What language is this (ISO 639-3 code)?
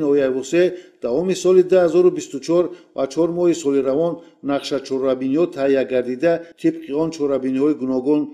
tgk